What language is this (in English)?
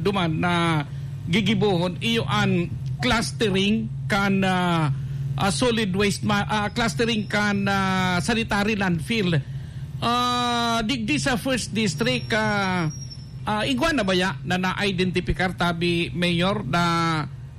Bikol